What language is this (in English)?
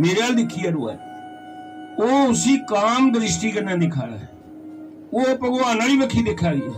Dogri